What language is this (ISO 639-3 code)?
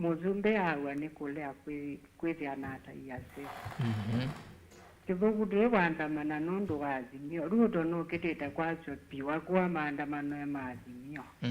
kam